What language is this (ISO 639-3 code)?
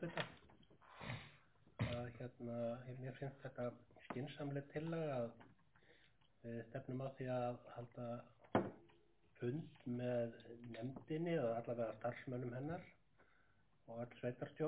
isl